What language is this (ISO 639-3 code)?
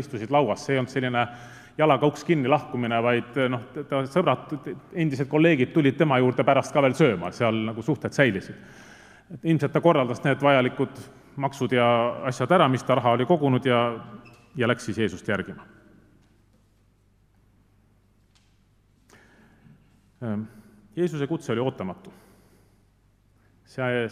est